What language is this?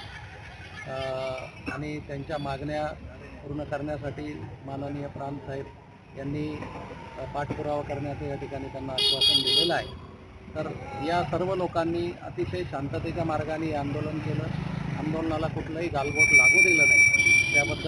Marathi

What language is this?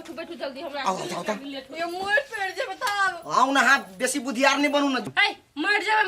Maithili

